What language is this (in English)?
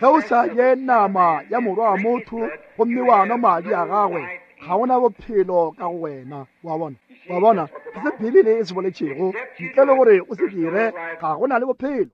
Northern Sotho